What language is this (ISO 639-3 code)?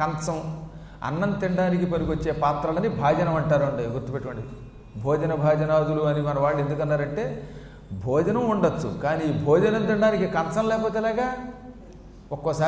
tel